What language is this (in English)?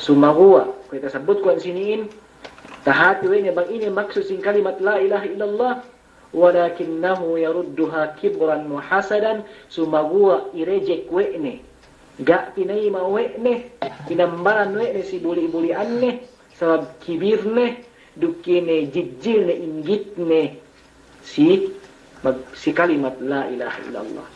Yakan